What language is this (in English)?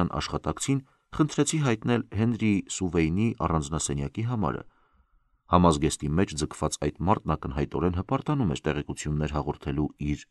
Armenian